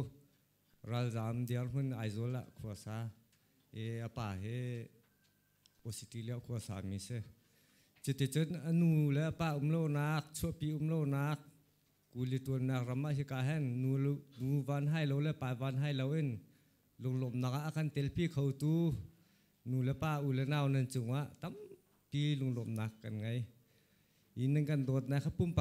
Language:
Hakha Chin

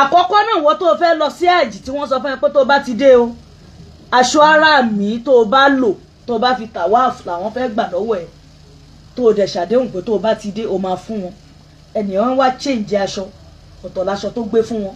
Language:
Yoruba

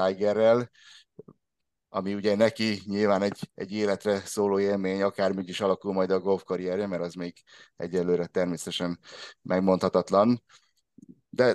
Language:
Hungarian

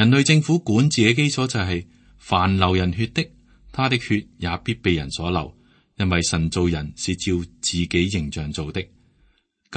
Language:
Cantonese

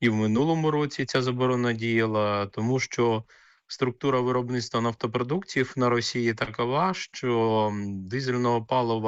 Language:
Ukrainian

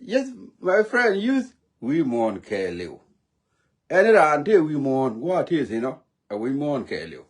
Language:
Nuer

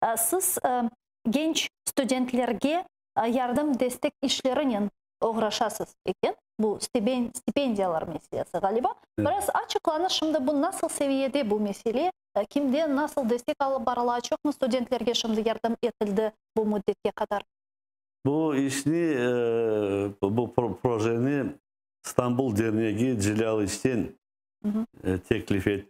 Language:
Crimean Tatar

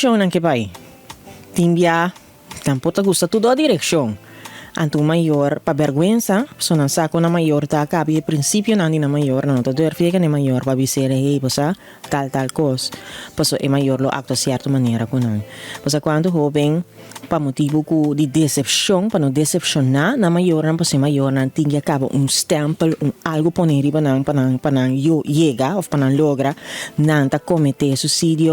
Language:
Papiamento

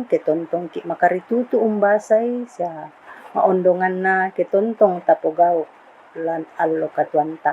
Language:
Toraja-Sa'dan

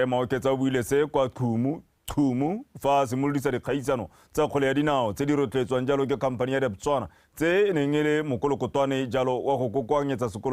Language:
Tswana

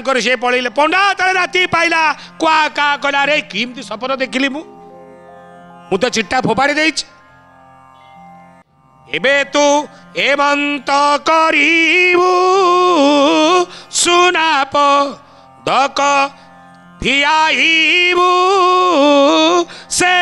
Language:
Odia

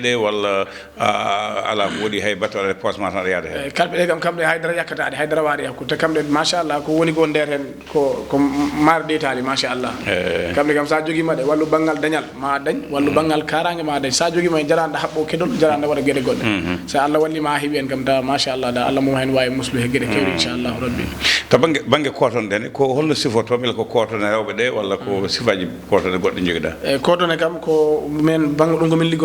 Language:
Fula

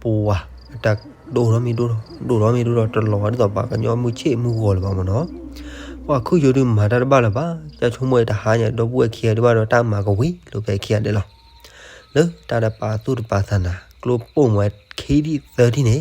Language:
S'gaw Karen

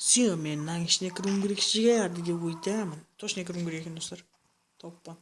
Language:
Kara-Kalpak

